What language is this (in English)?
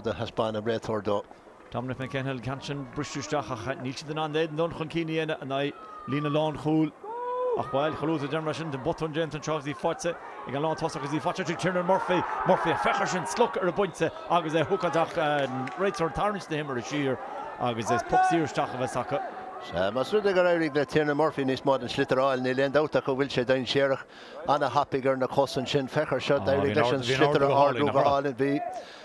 Irish